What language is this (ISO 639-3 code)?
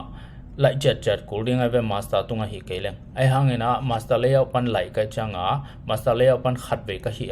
ctd